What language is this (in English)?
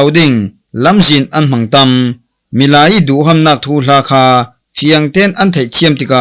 Falam Chin